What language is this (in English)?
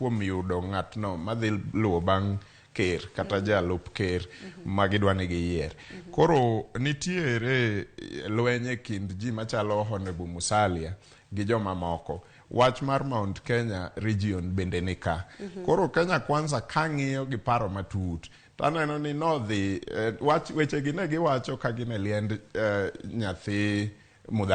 Luo (Kenya and Tanzania)